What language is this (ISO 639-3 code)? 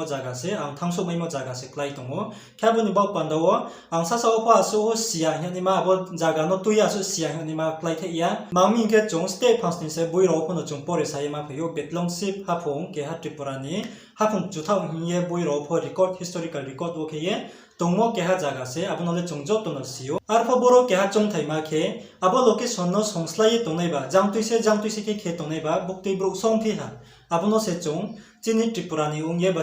ria